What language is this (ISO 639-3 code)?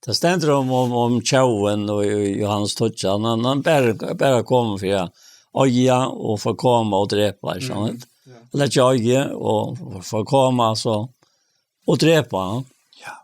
fao